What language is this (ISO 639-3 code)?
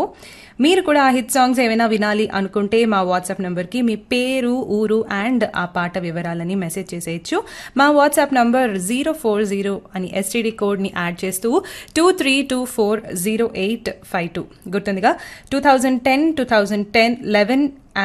tel